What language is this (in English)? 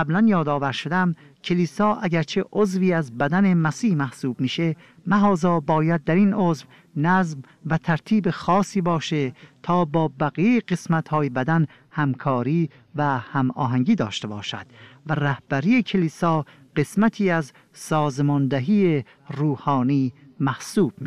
Persian